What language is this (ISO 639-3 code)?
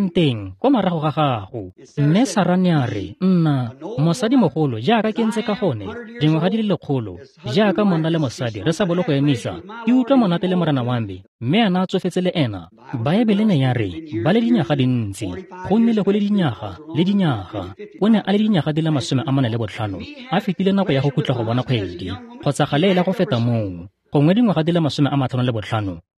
tsn